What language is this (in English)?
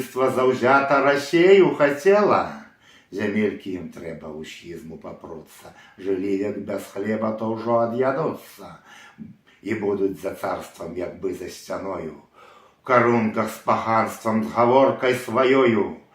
Belarusian